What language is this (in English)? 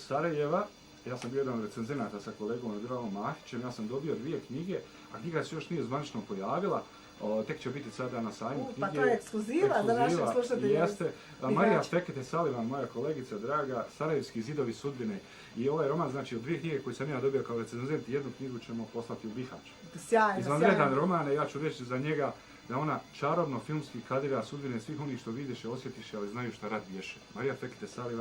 Bosnian